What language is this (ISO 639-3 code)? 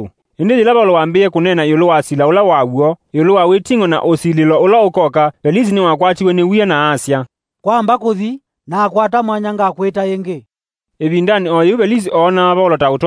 kam